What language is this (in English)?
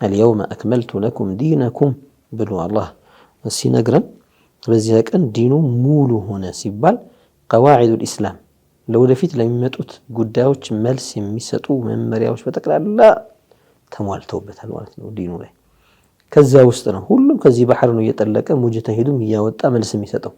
Amharic